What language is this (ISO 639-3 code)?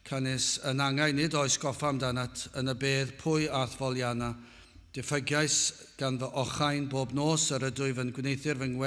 cym